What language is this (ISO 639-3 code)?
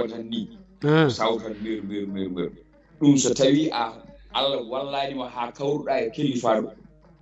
ful